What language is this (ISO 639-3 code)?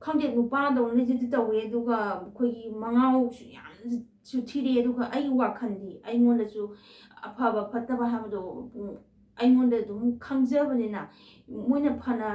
mni